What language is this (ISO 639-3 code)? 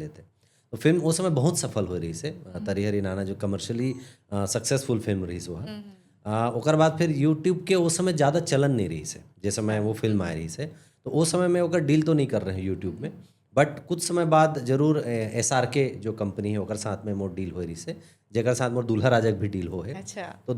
hne